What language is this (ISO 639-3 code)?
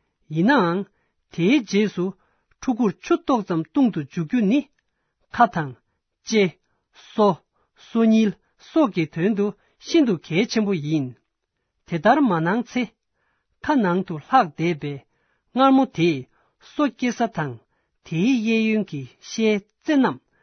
bod